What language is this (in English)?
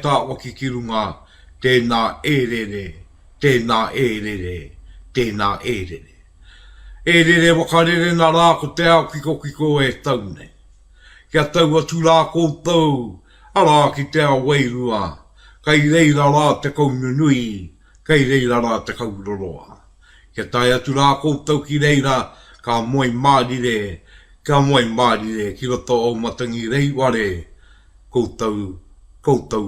Māori